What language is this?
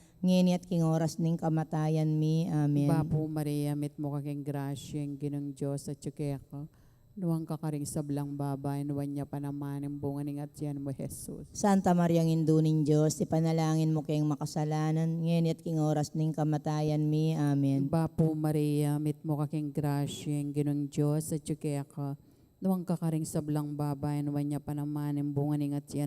Pampanga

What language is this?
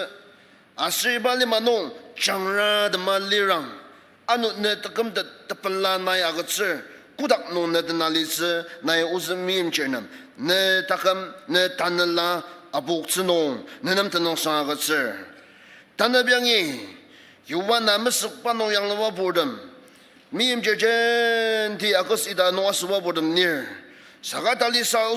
Ao Naga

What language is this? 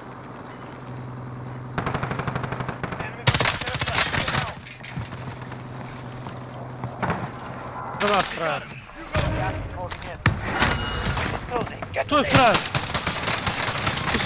Croatian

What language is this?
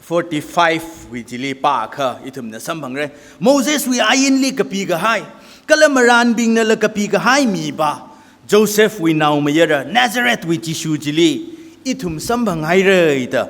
Tangkhul Naga (India)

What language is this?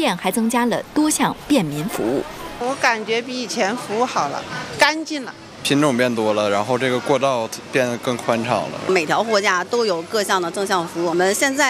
Chinese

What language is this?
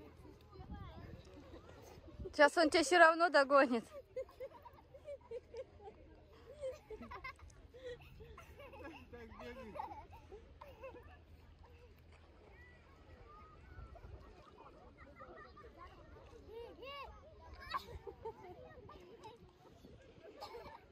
Russian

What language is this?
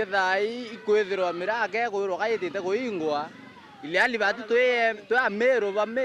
Meru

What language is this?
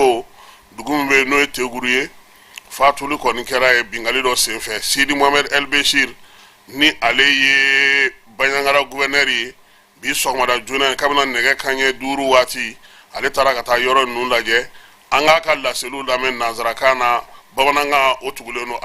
Bambara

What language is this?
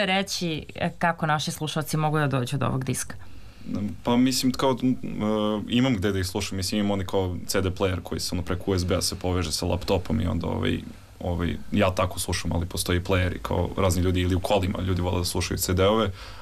Serbian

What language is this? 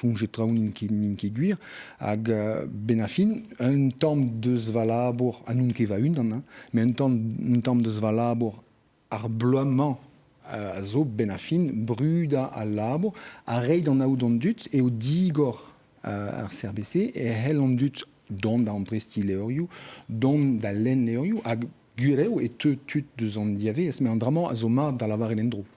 Breton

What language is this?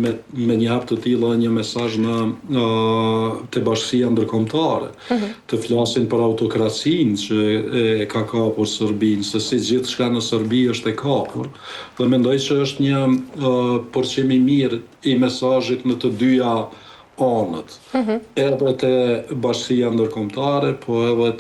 Albanian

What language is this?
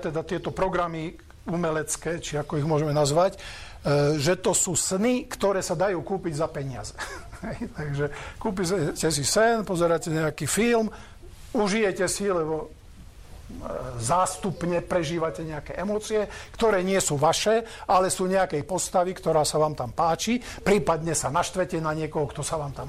Slovak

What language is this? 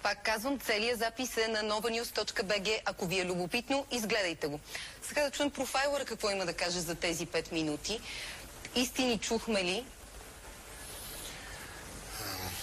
Bulgarian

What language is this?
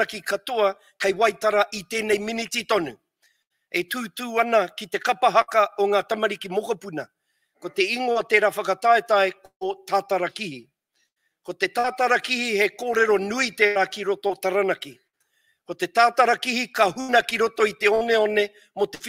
Māori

